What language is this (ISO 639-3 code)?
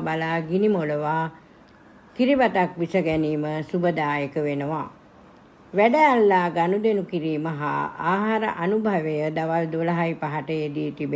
sin